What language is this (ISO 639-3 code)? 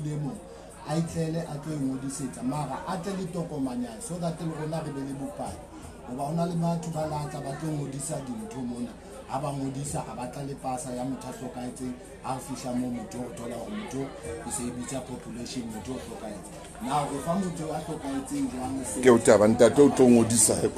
sot